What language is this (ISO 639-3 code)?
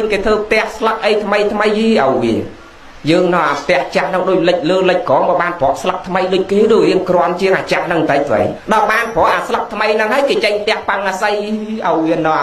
khm